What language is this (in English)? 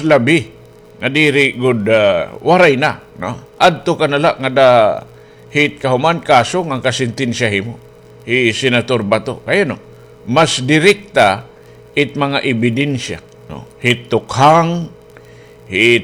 Waray